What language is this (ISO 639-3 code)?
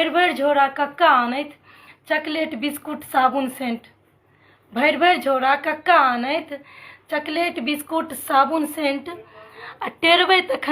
mai